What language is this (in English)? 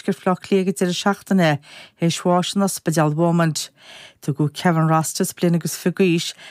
Irish